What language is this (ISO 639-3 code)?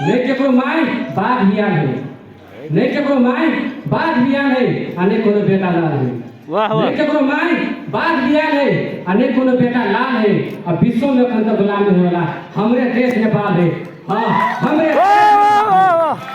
mag